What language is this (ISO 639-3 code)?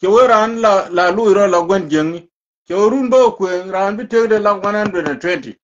nus